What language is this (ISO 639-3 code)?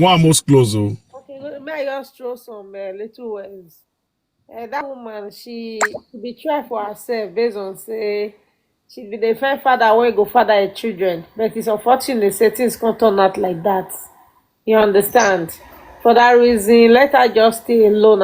pcm